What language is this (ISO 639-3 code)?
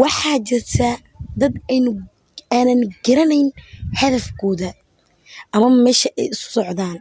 som